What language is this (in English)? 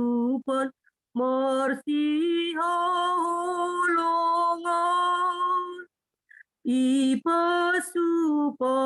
Batak Simalungun